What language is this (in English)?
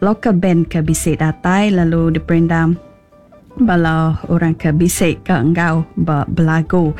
Iban